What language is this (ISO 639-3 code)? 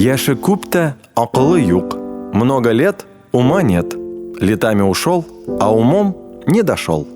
tat